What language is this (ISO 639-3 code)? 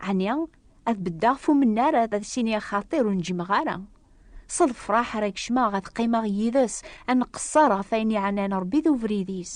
kab